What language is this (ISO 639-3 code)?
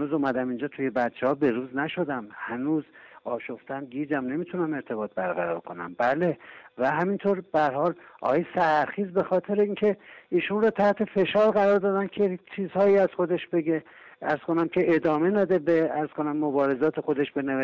fas